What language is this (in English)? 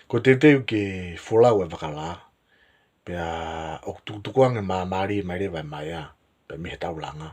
Tongan